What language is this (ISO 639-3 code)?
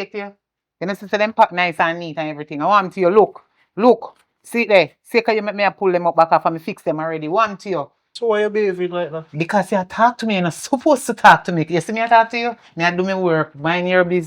jam